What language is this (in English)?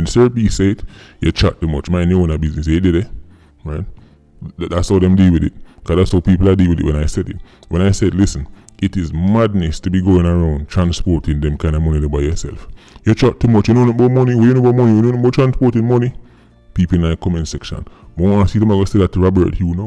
Jamaican Creole English